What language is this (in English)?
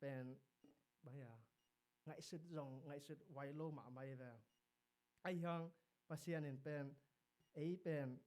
Tedim Chin